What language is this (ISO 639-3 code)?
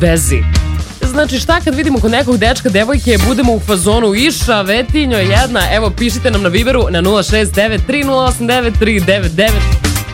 srp